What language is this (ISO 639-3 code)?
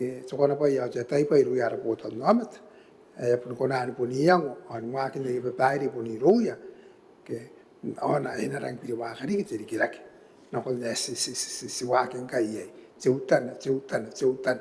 gil